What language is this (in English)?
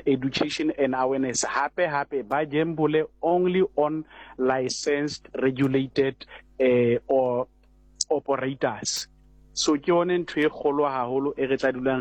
Southern Sotho